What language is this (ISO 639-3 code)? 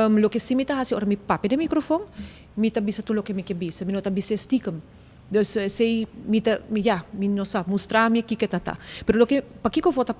pap